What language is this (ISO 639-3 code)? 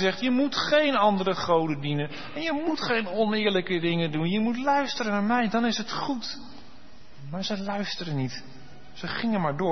nld